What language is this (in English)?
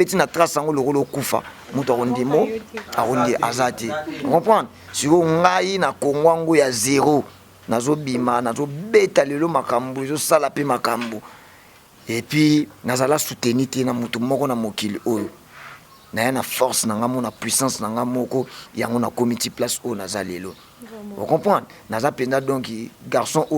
Lingala